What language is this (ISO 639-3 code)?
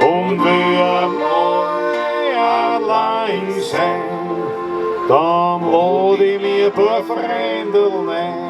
bar